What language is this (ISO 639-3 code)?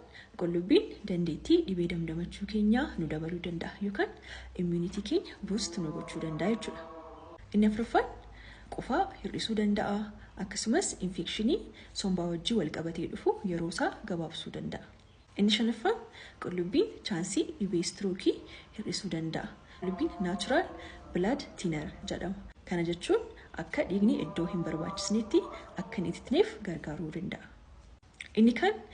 orm